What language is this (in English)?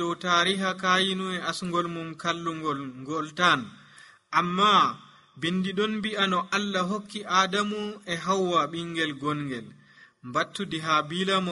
Nigerian Fulfulde